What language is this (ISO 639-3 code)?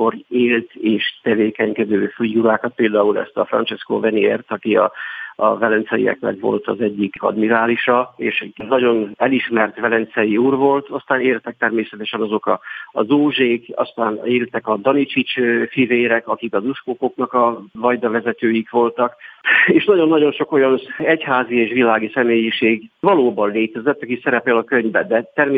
hun